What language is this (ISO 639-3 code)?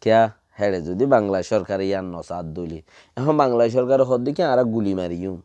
rhg